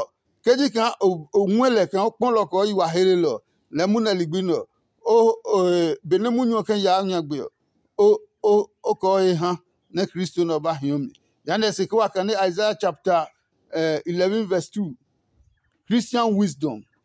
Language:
Adangme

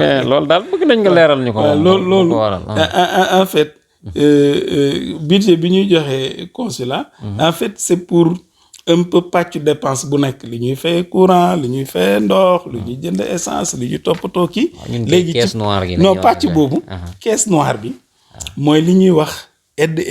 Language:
Wolof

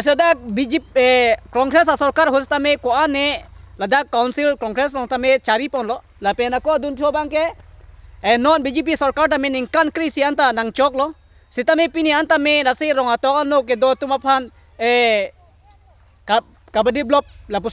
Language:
Karbi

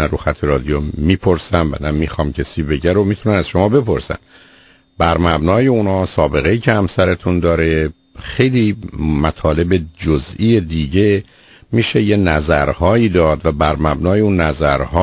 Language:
Persian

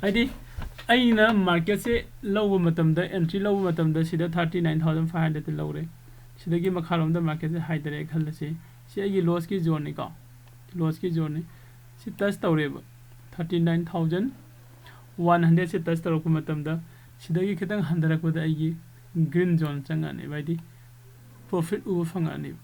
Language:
Manipuri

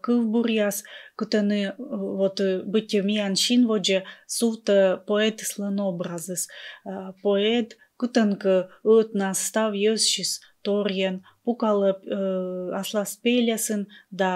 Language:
Komi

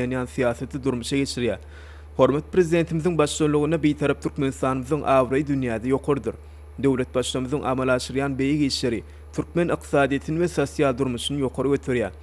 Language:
Turkmen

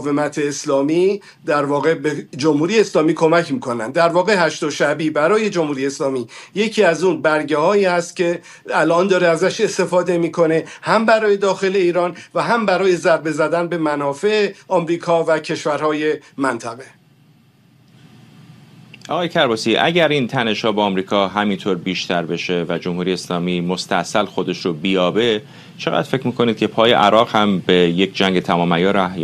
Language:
Persian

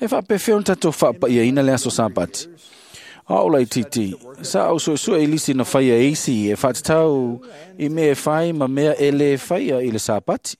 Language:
Samoan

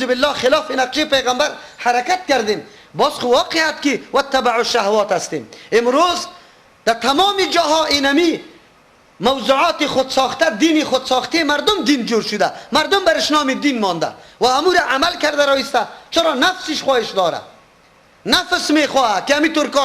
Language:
Persian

